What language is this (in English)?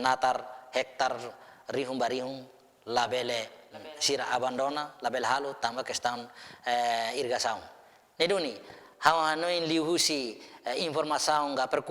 Tetum